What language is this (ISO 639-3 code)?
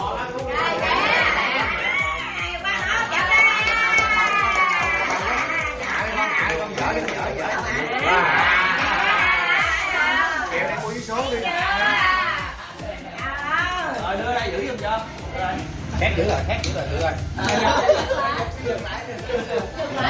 vie